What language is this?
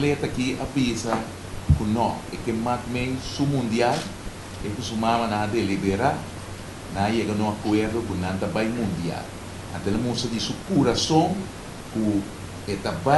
Papiamento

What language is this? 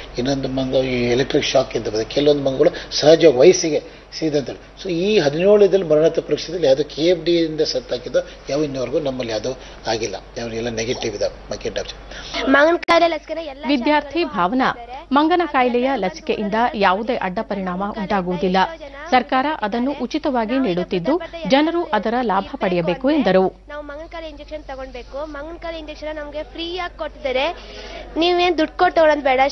Kannada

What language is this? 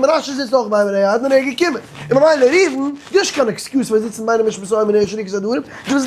Yiddish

